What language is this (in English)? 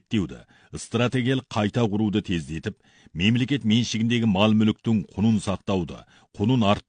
Kazakh